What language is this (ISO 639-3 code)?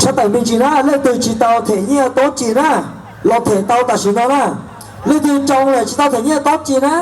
hmn